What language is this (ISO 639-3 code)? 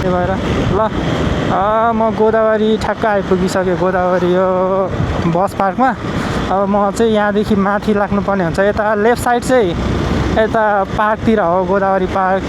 nep